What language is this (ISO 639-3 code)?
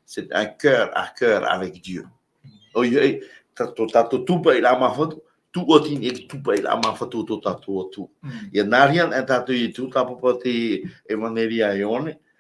tah